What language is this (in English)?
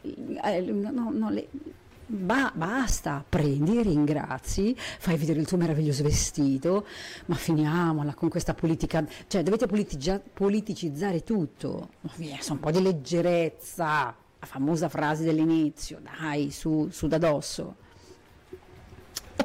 Italian